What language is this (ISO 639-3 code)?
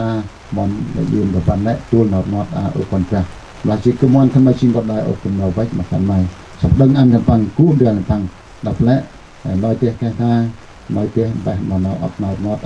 cmo